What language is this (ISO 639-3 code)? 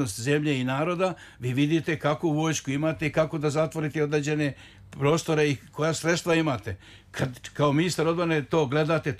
srp